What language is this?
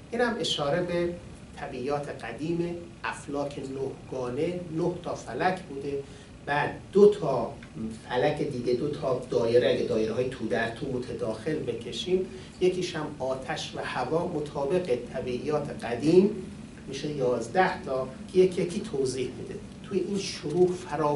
Persian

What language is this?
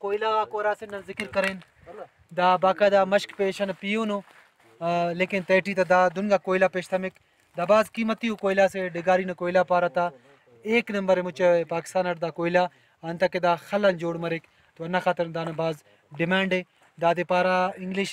Brahui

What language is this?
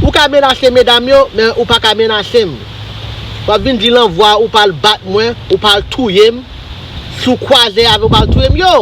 Haitian Creole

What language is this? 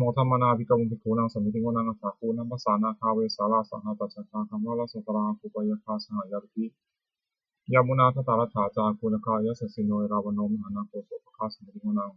Pali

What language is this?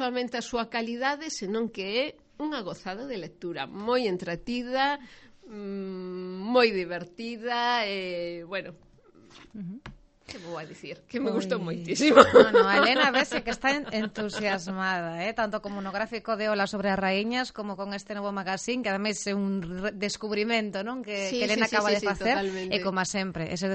Galician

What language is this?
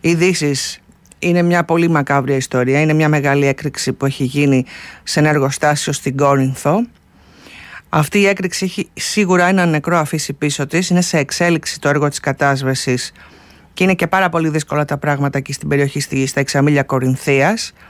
Greek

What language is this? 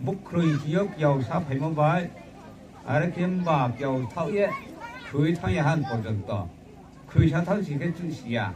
Riang (India)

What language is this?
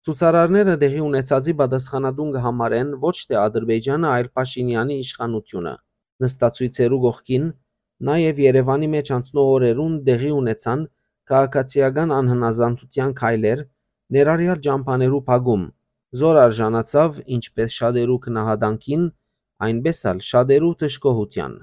Western Armenian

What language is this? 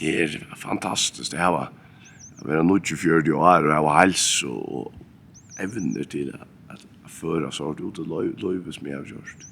Faroese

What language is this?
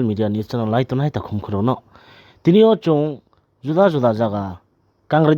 Riang (India)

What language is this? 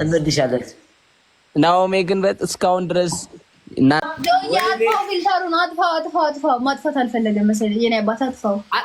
Amharic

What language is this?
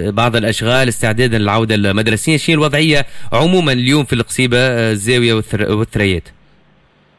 Tunisian Arabic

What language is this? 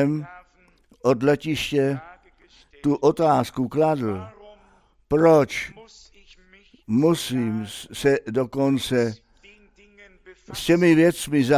Czech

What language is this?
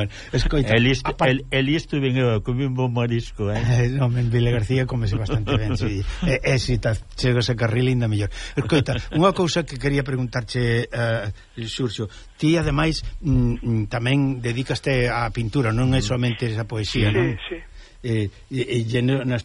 Galician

